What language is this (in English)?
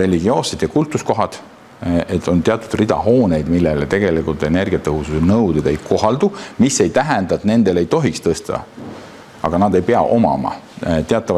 Estonian